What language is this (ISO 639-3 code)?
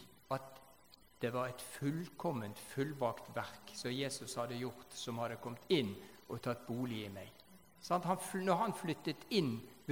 nor